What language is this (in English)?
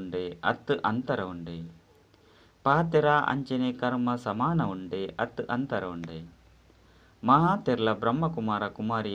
Tulu